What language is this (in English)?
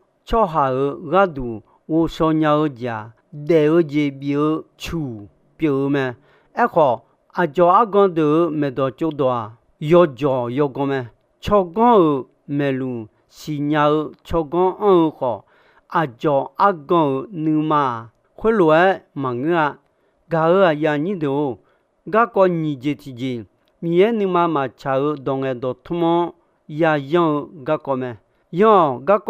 Akha